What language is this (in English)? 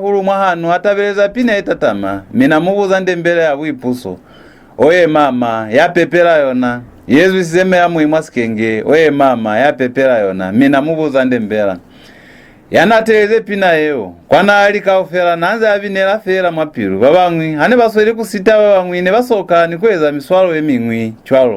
Lozi